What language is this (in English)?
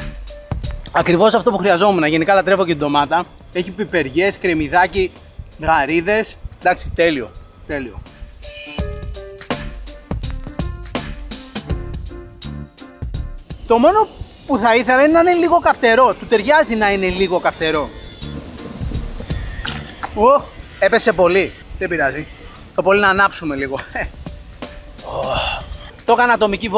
Greek